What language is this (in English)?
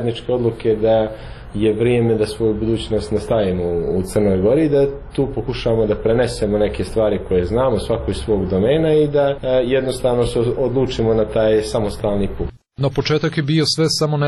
Serbian